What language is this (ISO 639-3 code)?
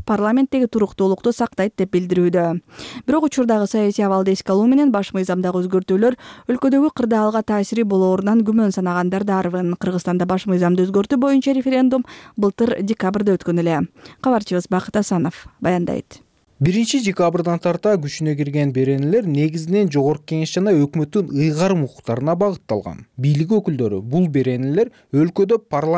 kir